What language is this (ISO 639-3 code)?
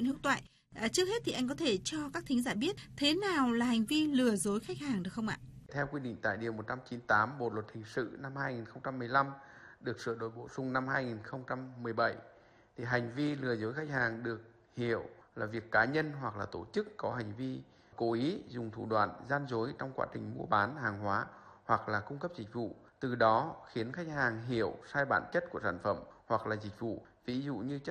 vie